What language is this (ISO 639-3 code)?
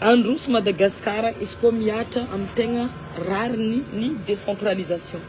mlg